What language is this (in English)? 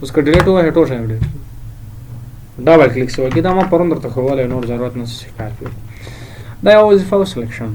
Pashto